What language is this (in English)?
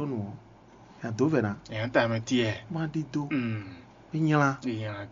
Fon